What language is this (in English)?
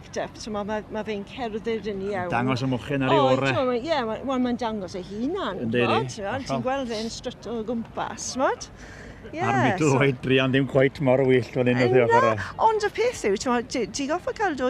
Welsh